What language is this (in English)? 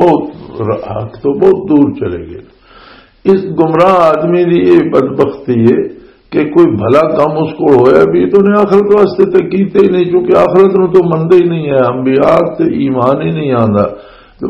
Western Panjabi